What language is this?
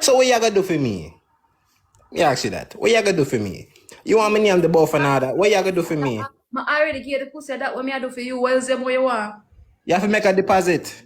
Jamaican Creole English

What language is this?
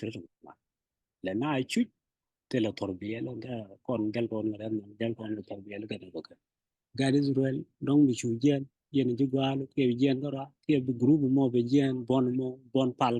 Nuer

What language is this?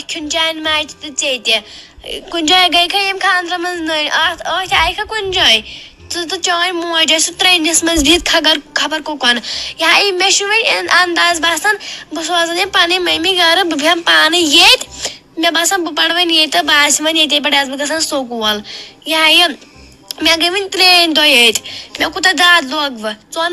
Kashmiri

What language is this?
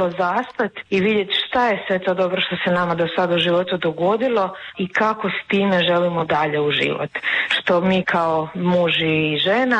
Croatian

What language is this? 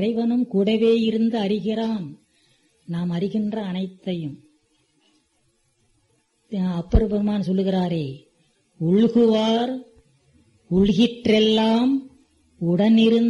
Tamil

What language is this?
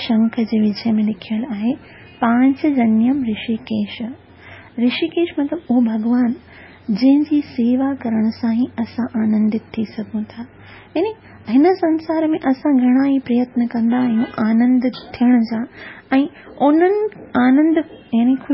Sindhi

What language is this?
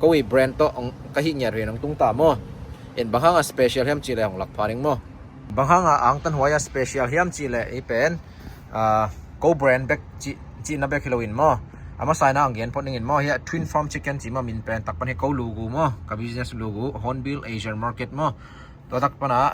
Tedim Chin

